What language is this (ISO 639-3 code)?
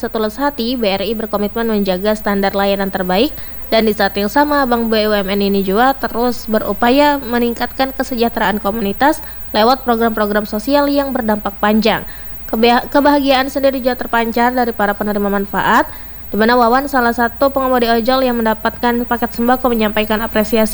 ind